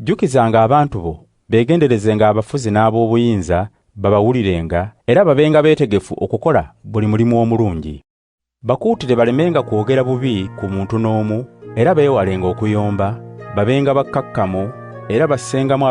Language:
Ganda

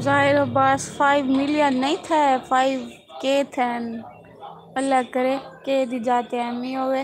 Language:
Saraiki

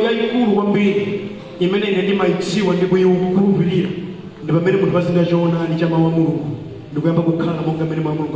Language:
Nyanja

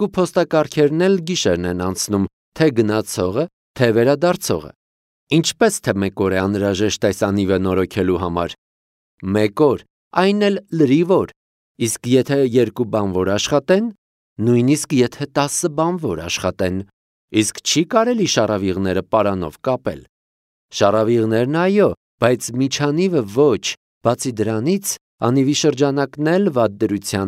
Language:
Armenian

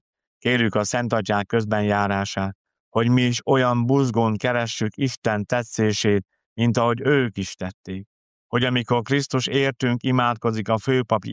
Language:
Hungarian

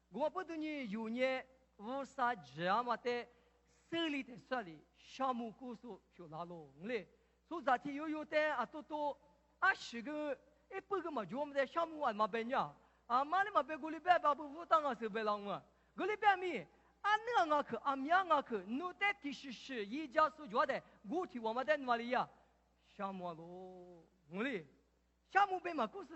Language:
Lisu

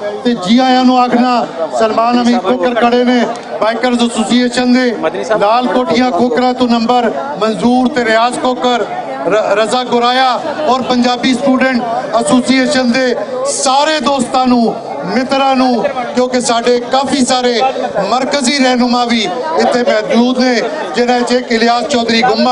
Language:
Western Panjabi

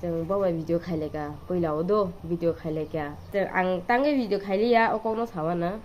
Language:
Kok Borok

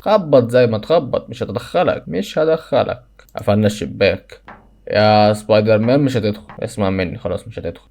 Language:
Egyptian Arabic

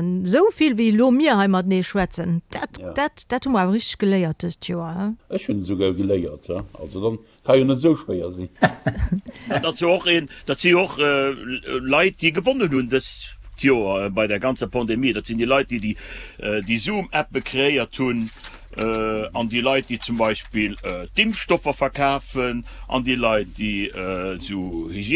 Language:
Luxembourgish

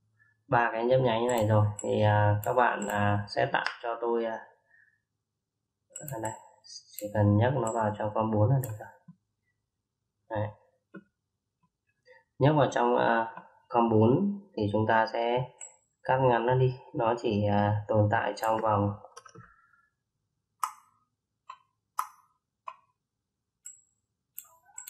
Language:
Vietnamese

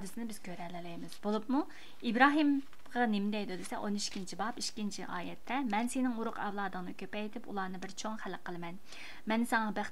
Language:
Uyghur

